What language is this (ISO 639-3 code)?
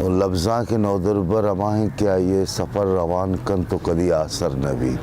bal